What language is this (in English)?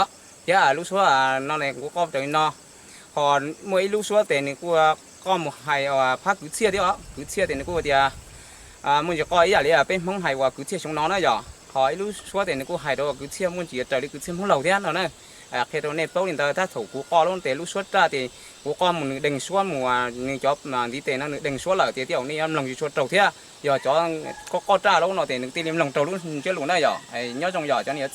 Hmong